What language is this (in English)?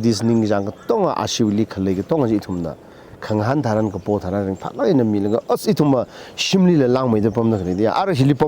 Tangkhul Naga (India)